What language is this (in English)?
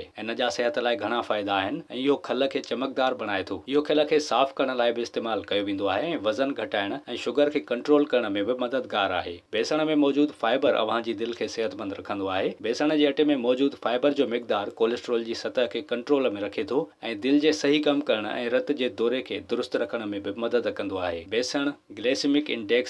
Sindhi